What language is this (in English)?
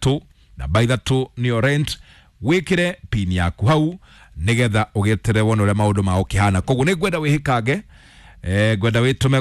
Kikuyu